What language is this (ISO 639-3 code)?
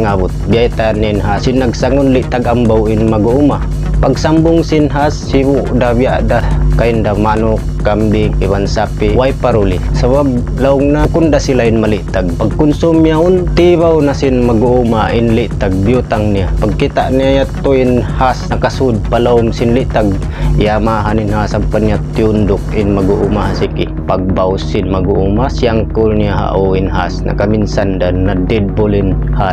tsg